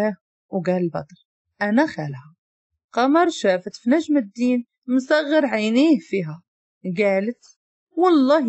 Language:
Moroccan Arabic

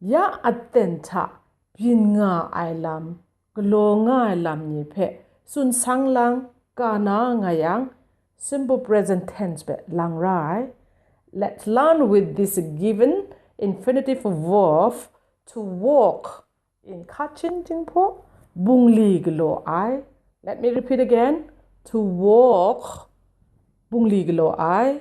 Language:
Kachin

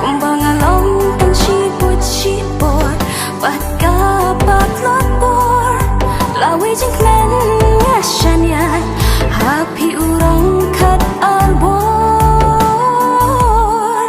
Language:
Khasi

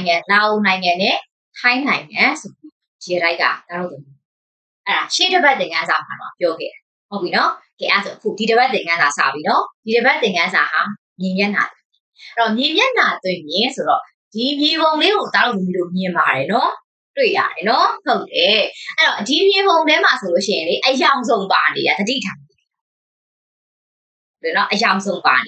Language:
Burmese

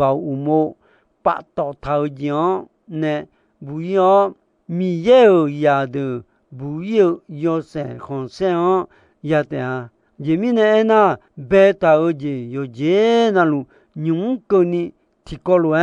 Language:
Akha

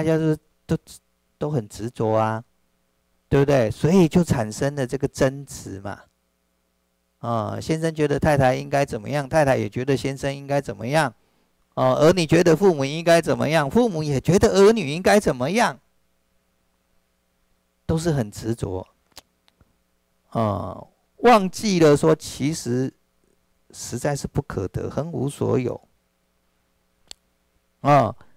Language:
Chinese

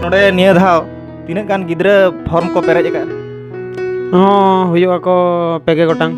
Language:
Santali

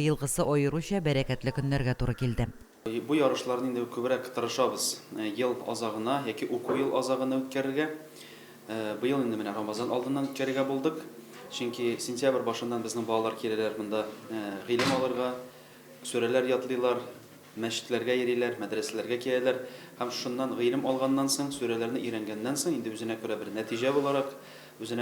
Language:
Tatar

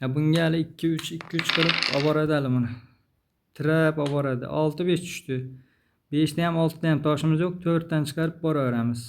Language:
Uzbek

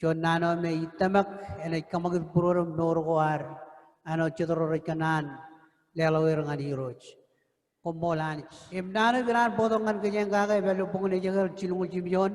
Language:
Marshallese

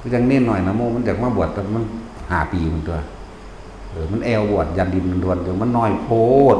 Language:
Northeastern Thai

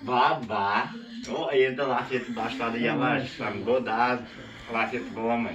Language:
Crimean Tatar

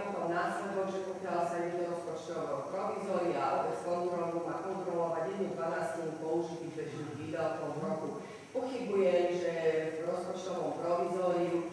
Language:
Slovak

